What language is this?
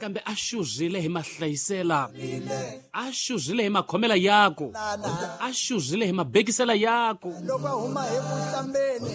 Tsonga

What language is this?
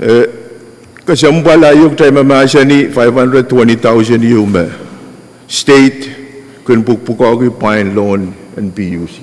Pohnpeian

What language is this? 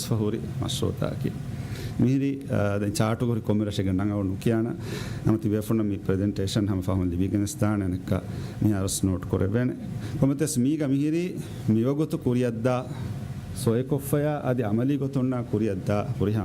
Divehi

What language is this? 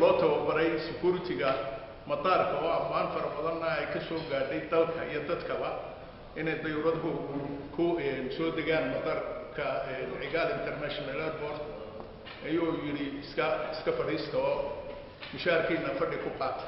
Somali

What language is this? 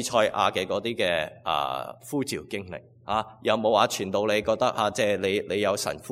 Cantonese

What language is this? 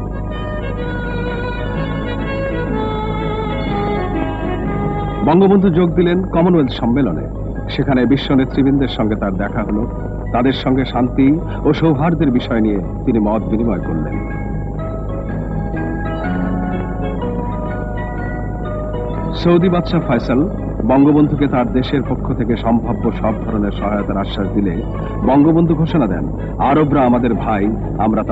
Bangla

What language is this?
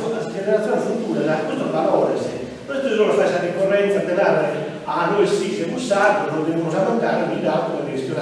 Sardinian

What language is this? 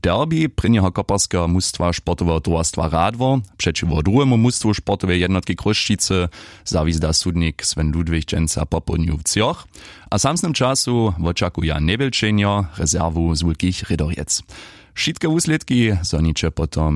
Upper Sorbian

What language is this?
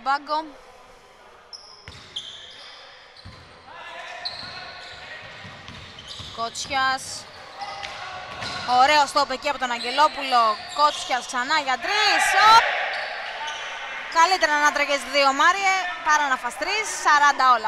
Greek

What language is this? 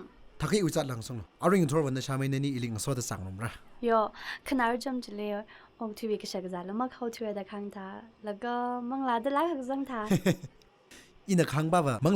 Tangkhul Naga (India)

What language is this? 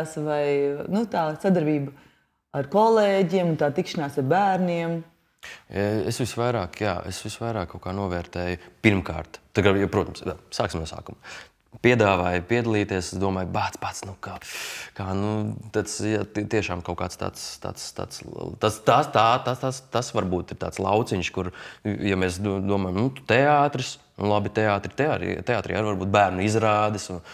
Latvian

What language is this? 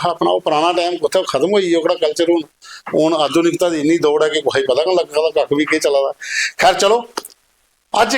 Dogri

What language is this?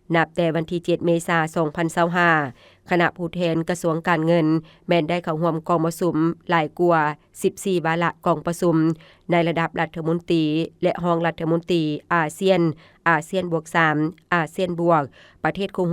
Lao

